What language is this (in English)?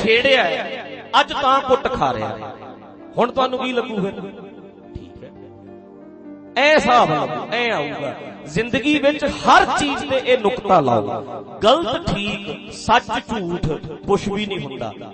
Punjabi